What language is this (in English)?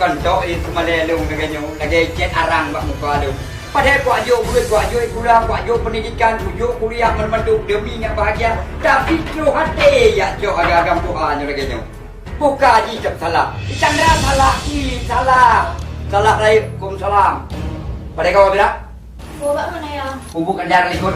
Achinese